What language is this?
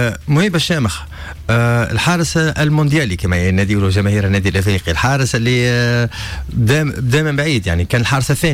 Tunisian Arabic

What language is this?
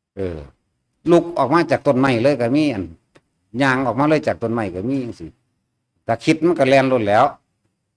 Northeastern Thai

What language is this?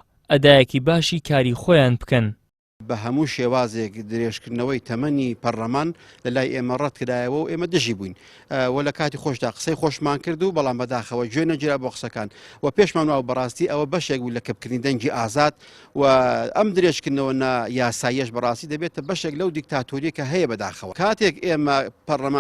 Central Kurdish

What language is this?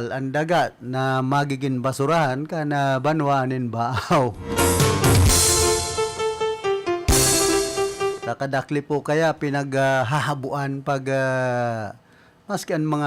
Bikol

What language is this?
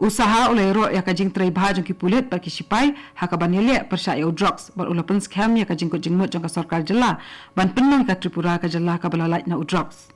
Khasi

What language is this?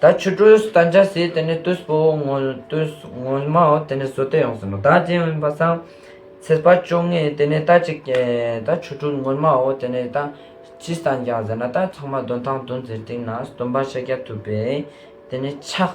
Ladakhi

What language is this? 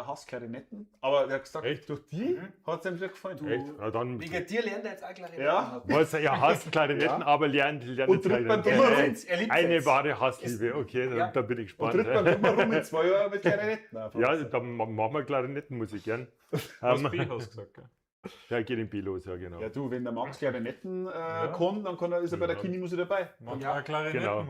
Bavarian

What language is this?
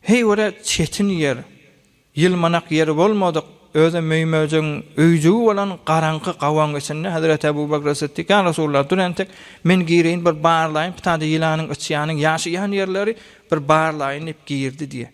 Turkmen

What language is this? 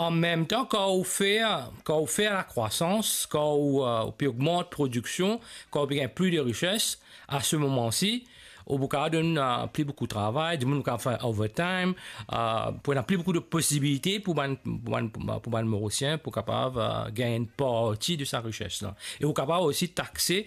Morisyen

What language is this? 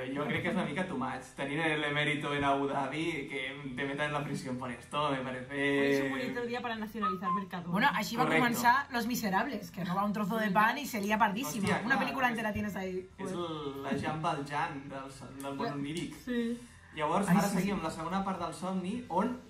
Catalan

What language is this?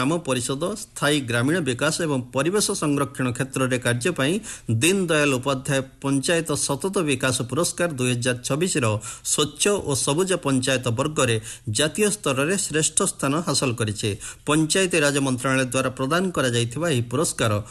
Odia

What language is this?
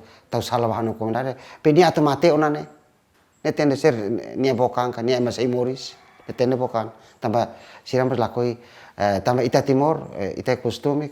Tetum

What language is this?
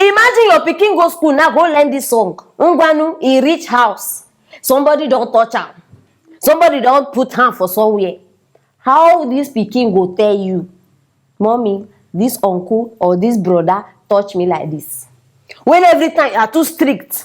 Nigerian Pidgin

